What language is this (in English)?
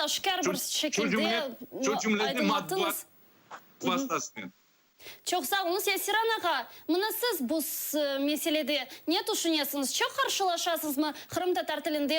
Crimean Tatar